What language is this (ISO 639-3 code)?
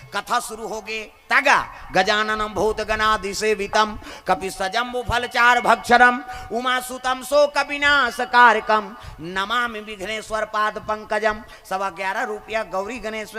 hne